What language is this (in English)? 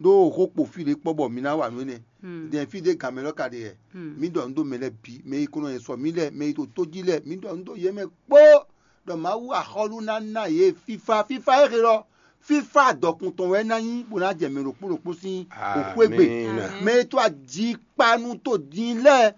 Fon